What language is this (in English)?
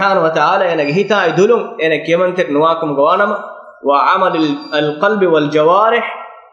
Divehi